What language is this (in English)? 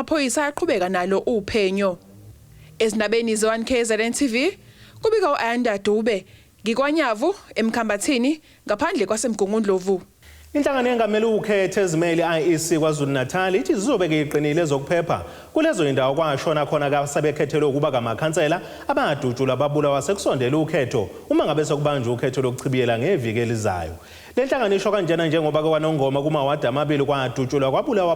Zulu